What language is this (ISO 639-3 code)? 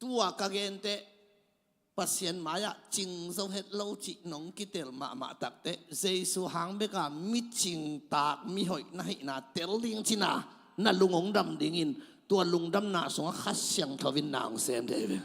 ctd